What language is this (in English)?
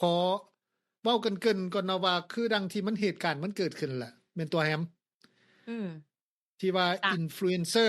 Lao